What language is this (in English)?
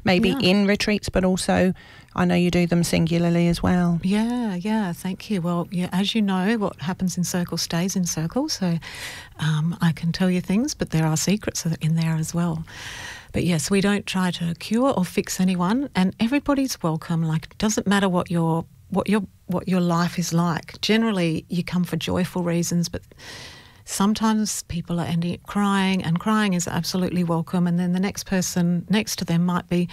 English